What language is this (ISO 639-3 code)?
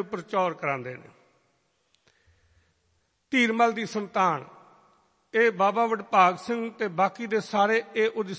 pan